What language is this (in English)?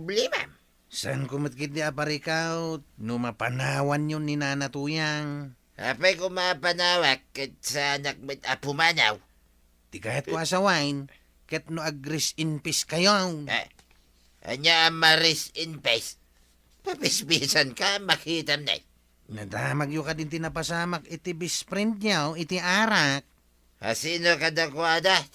Iloko